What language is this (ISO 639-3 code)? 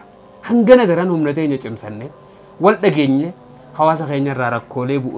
orm